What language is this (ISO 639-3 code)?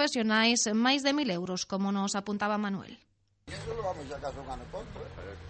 glg